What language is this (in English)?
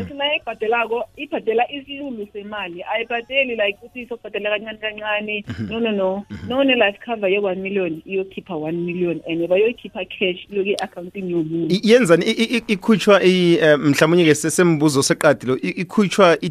South Ndebele